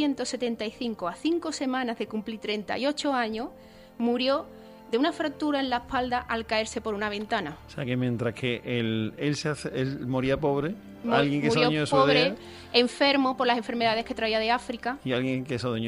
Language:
Spanish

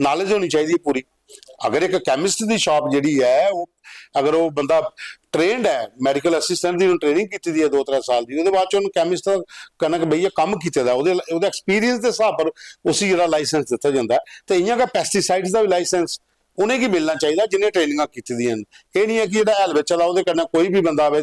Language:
Dogri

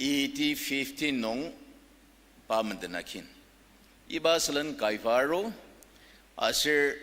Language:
Ao Naga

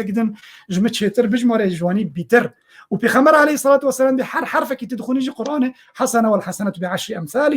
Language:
Kurdish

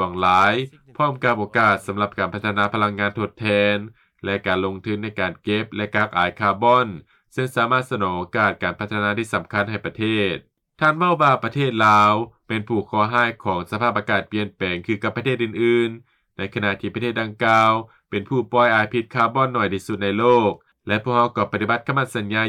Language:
Lao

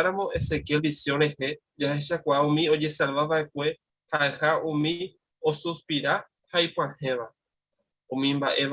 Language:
Guarani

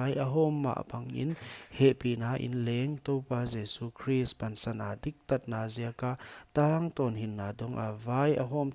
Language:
Paite Chin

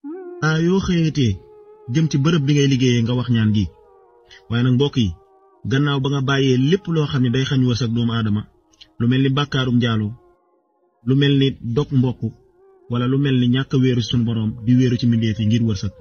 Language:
Wolof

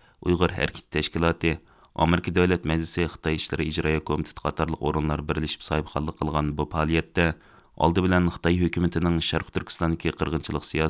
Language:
Uyghur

